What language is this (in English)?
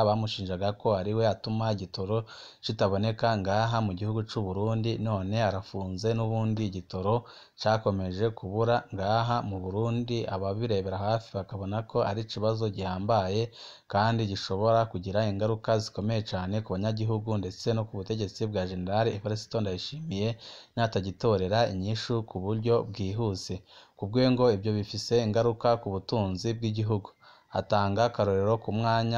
Rundi